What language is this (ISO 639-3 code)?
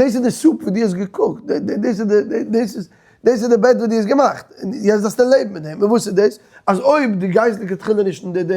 yid